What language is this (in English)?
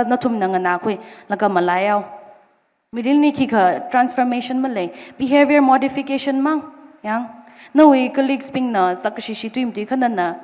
Tangkhul Naga (India)